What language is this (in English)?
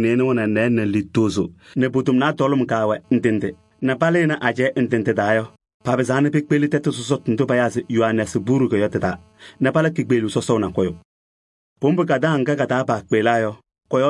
Kabiyè